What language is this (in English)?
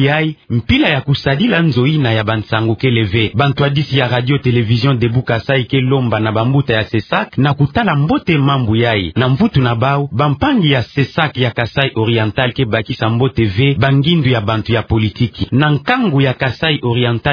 Kituba (Democratic Republic of Congo)